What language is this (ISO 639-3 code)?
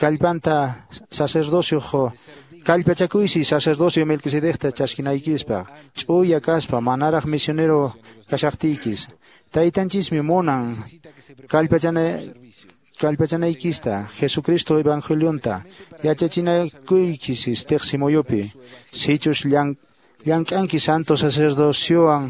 que